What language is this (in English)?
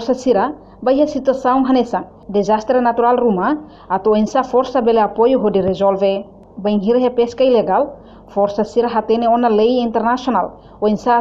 Tetum